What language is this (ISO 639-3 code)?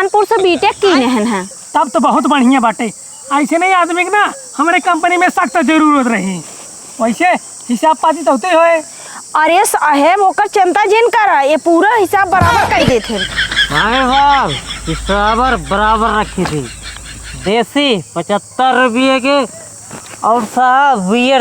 awa